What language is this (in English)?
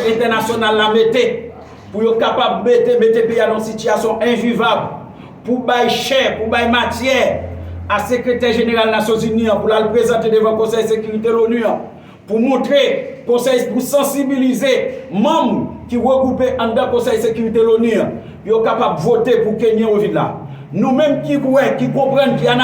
Haitian Creole